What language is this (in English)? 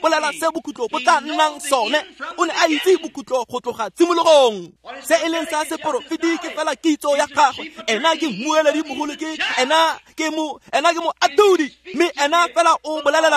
Tswana